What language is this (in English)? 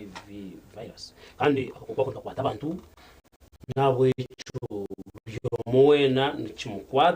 Nyankole